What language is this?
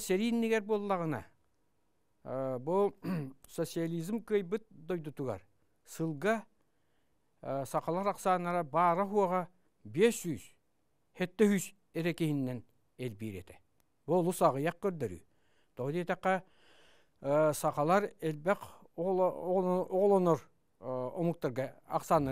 Yakut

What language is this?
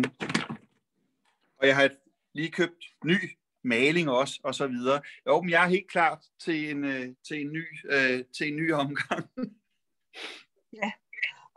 Danish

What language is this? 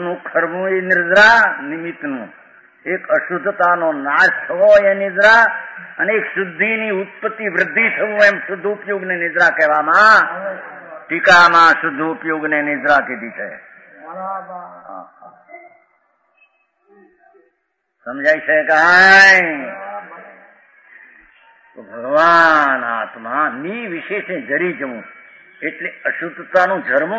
Gujarati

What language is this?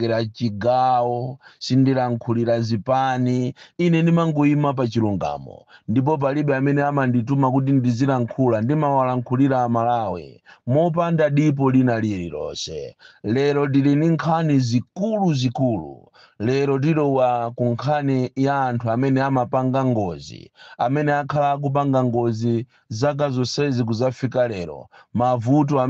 Nyanja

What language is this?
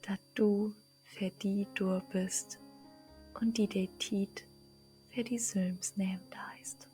Low German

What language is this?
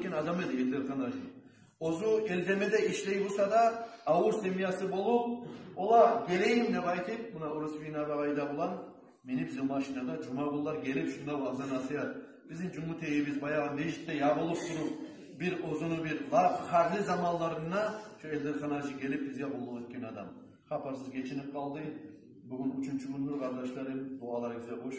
Kumyk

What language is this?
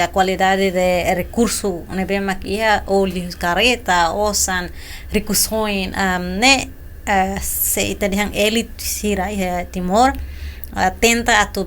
Tetum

